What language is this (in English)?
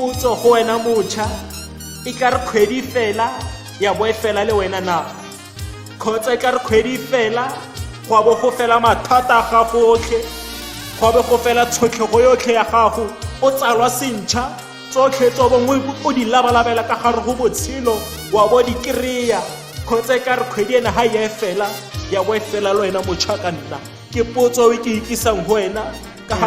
Tswana